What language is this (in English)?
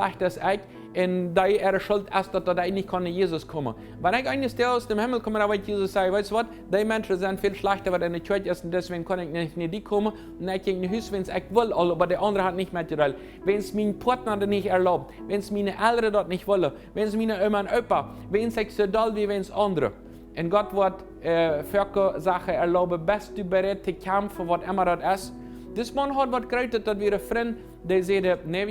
Plautdietsch